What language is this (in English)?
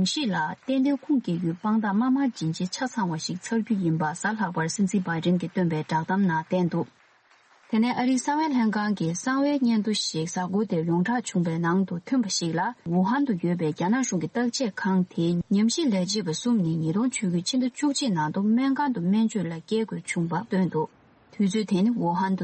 Tibetan